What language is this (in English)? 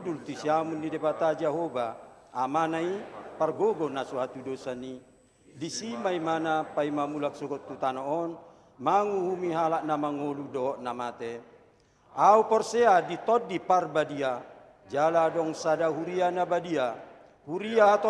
Batak Toba